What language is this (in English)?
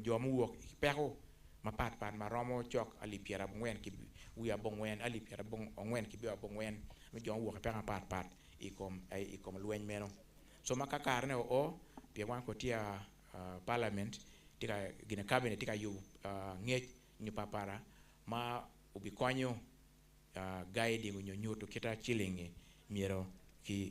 Acoli